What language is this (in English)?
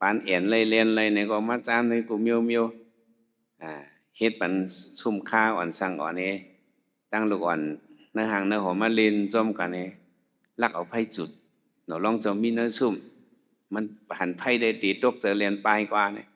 Shan